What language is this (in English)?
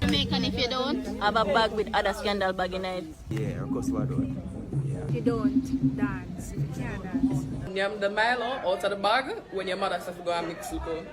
Jamaican Creole English